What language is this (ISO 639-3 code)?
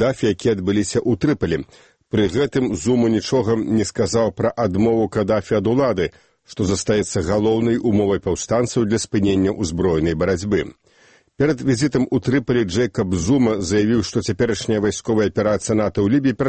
bel